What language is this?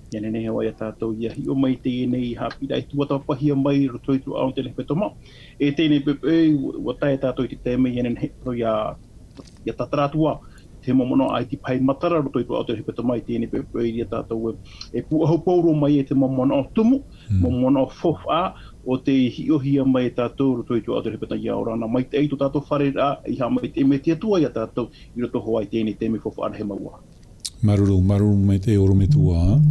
Tahitian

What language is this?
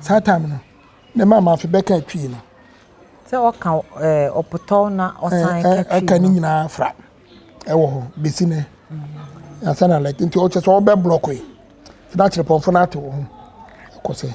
Akan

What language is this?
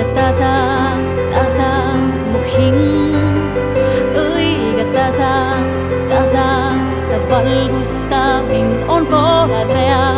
Estonian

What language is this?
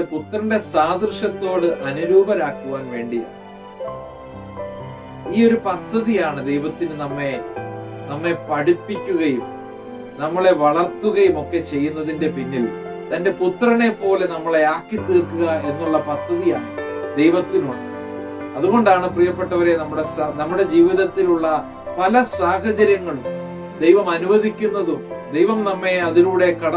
Malayalam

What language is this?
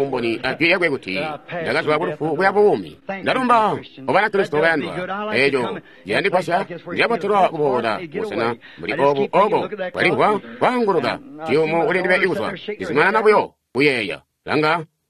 Tonga (Zambia)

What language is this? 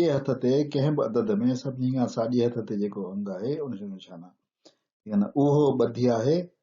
Sindhi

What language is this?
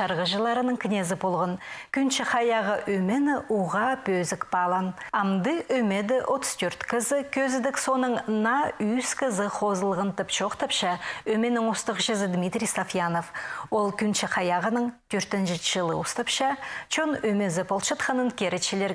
Khakas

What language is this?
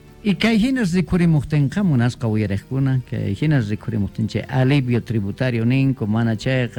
Quechua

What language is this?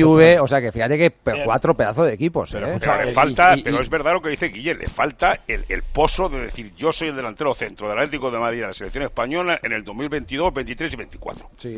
Spanish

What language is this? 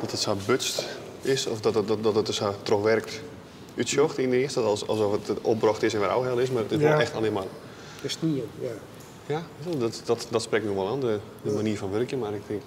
Western Frisian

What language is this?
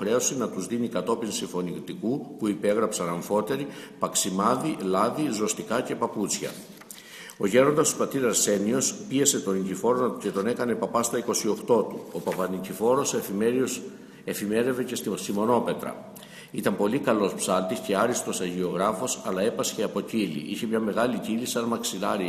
Greek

